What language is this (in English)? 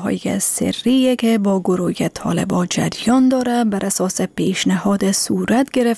Persian